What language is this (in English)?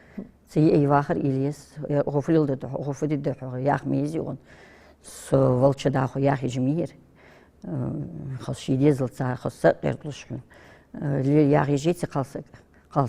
Ingush